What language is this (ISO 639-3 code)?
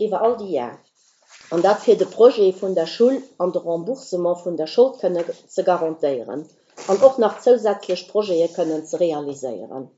ltz